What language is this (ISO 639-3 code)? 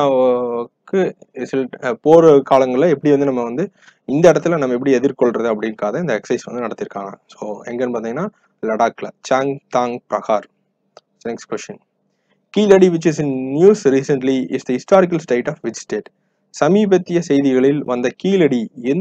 tam